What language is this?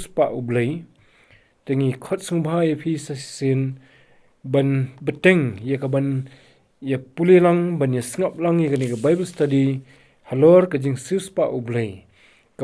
Khasi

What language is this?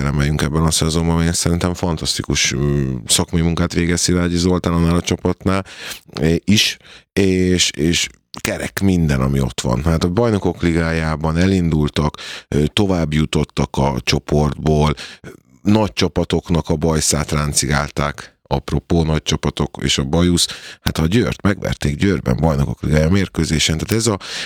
Hungarian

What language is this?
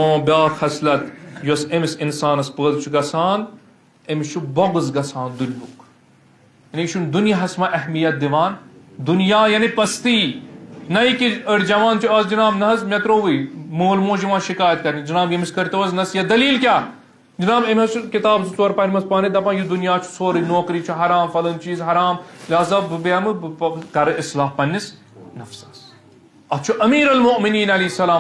Kashmiri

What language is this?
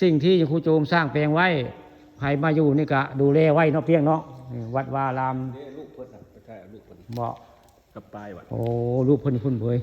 Northeastern Thai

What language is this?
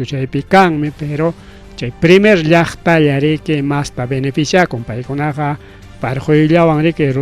Ayacucho Quechua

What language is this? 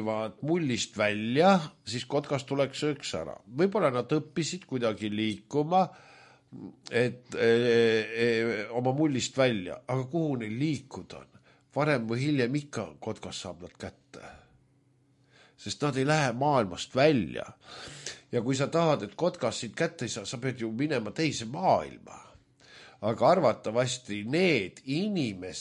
Estonian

